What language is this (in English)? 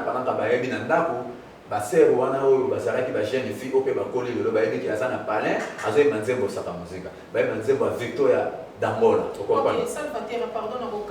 Lingala